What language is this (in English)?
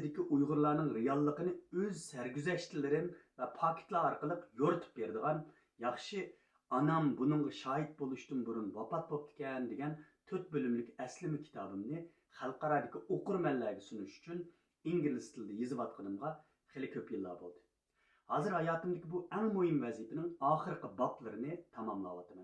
Uyghur